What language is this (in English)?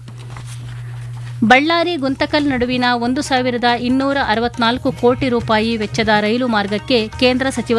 Kannada